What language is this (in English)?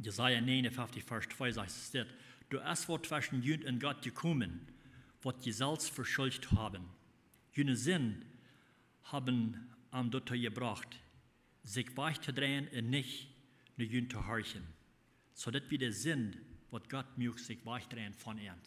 Plautdietsch